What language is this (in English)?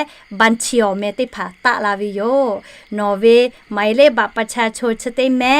Lahu